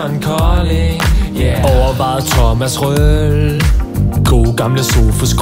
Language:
Danish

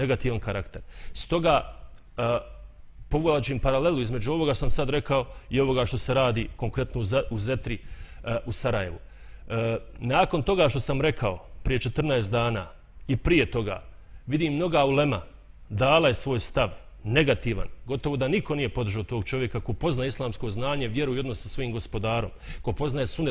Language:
Bosnian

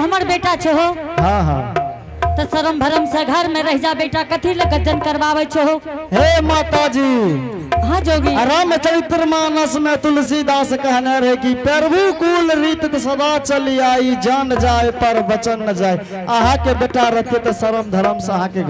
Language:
Angika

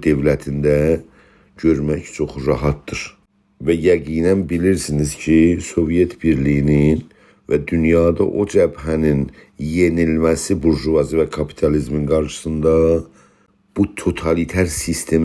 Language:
South Azerbaijani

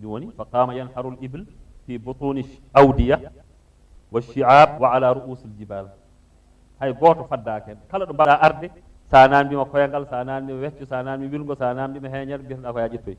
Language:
Fula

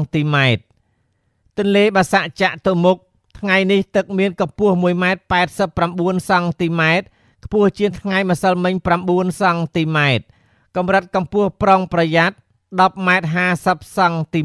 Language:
Khmer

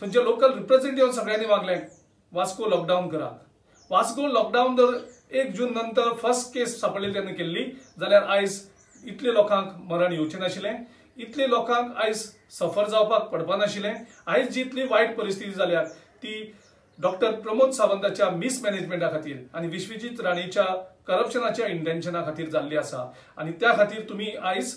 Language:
Konkani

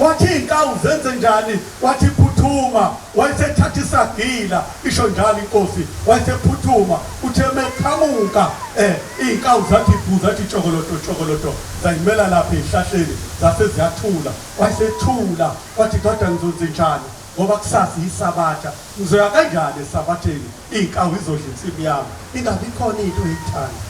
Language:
Zulu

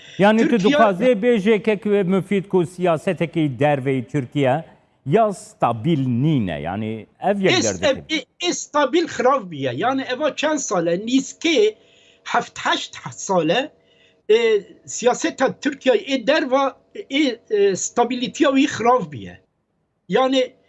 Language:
Kurdish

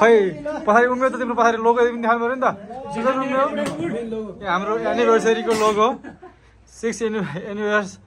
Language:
Nepali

